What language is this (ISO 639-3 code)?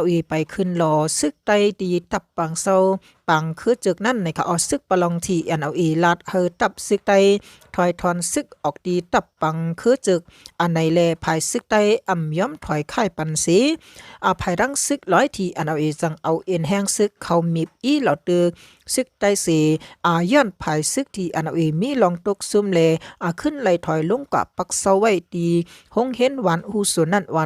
shn